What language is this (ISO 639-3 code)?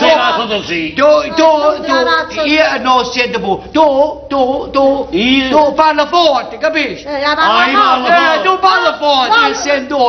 nap